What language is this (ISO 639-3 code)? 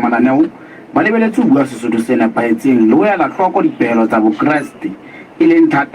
sot